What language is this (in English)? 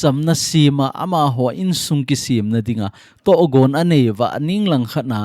Thado Chin